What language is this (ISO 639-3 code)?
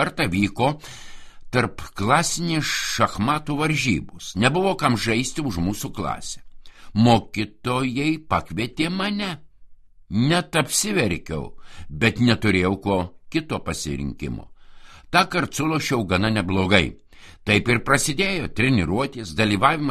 lit